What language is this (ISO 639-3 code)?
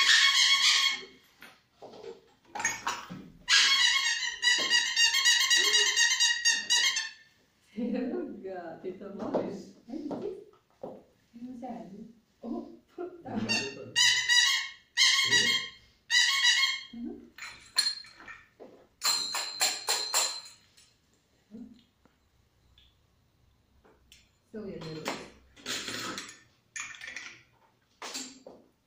hrv